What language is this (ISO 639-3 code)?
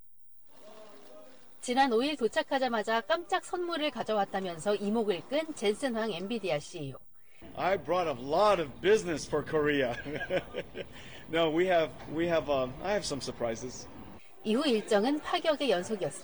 kor